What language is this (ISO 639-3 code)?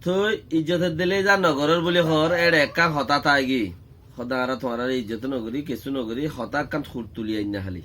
rhg